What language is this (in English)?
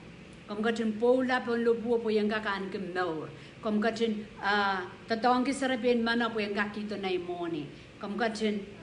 Pohnpeian